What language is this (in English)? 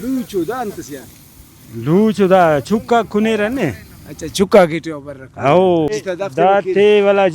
Brahui